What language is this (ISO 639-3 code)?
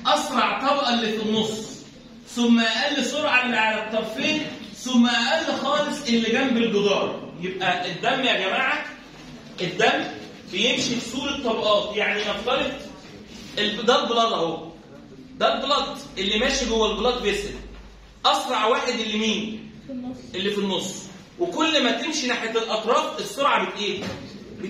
arz